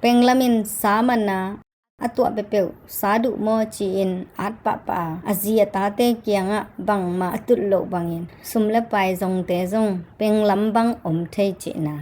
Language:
Tedim Chin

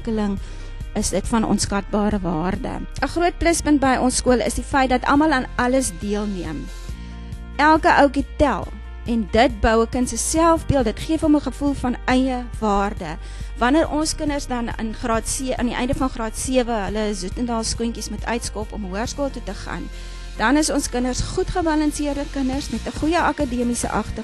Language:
Afrikaans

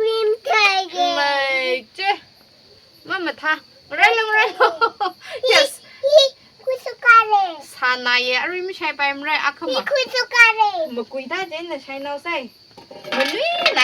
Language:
Tangkhul Naga (India)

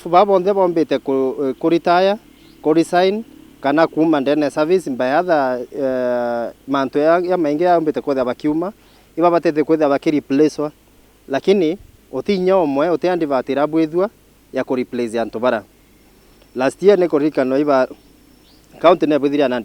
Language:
Meru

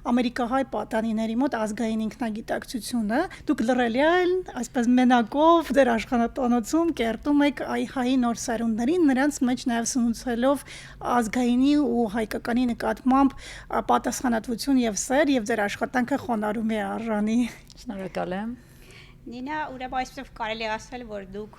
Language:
Western Armenian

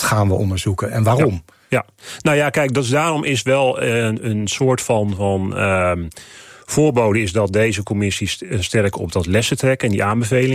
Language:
Dutch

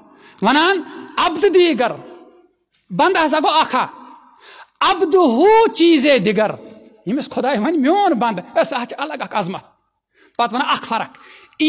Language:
Kashmiri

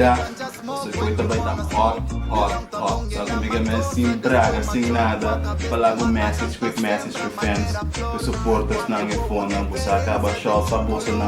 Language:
Papiamento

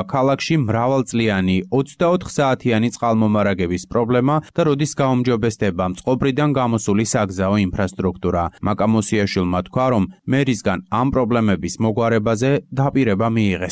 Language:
Georgian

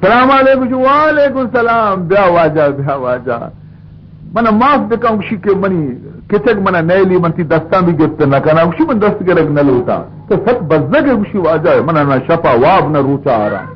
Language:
Baluchi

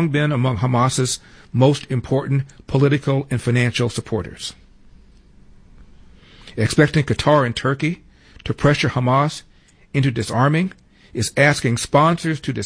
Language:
English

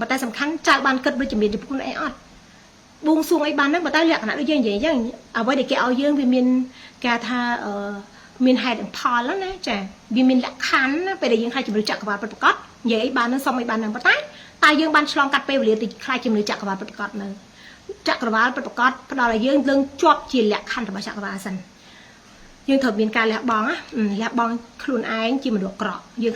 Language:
Khmer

